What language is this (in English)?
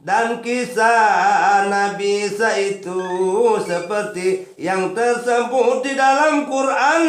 Sasak